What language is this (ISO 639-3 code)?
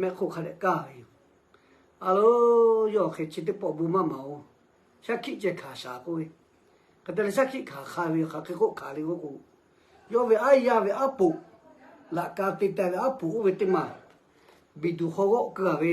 lhu